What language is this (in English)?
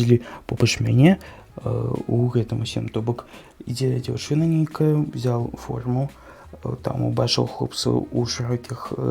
Belarusian